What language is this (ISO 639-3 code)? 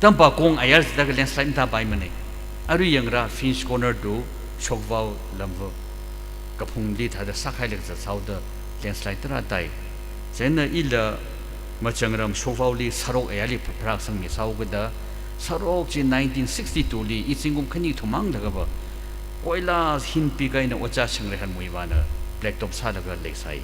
nmf